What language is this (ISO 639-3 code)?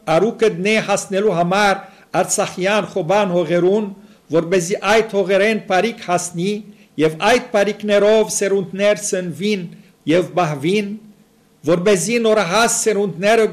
hyw